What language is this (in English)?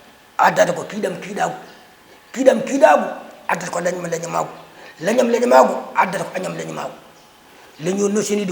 Fula